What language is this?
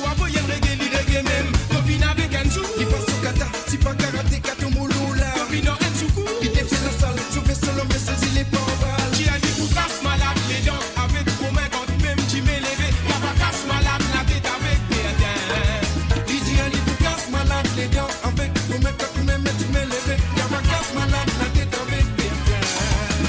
Morisyen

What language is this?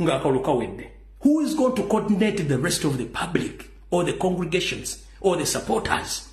Ganda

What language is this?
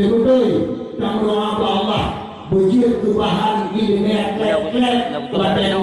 Achinese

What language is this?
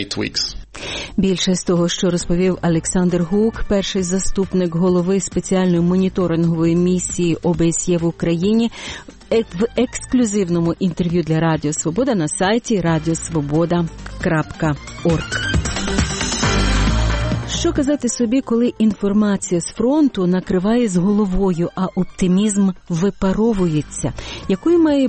Ukrainian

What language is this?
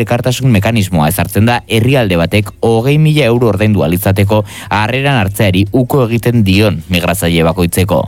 Basque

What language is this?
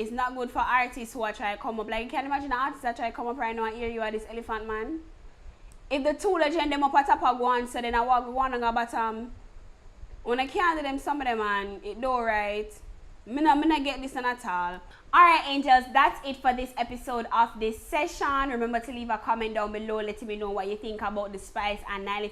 Jamaican Creole English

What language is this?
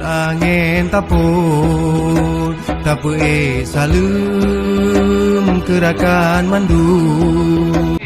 Achinese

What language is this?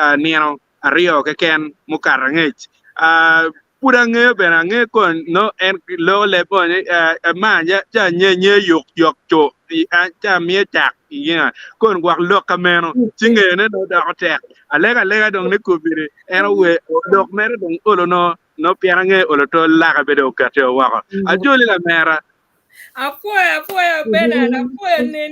Acoli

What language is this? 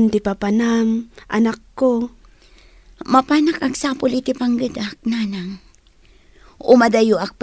Iloko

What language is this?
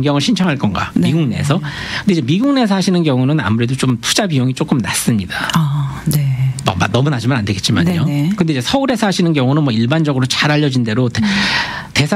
Korean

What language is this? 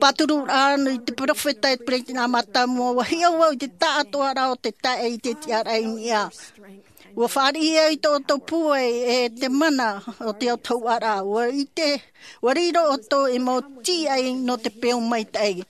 Tahitian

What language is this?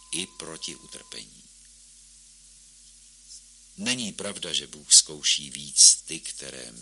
Czech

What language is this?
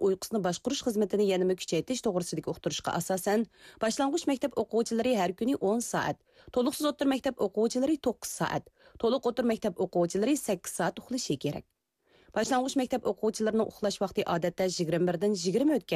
Uyghur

